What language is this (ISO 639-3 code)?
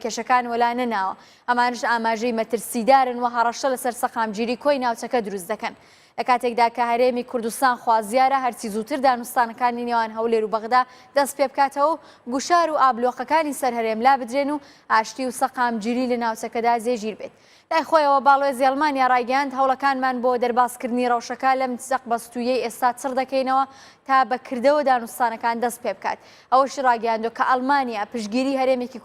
ckb